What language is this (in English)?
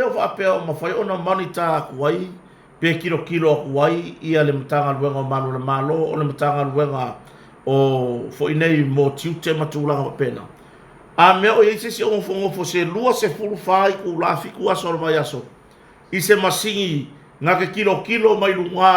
Samoan